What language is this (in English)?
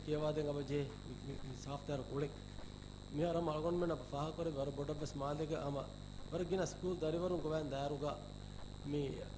Divehi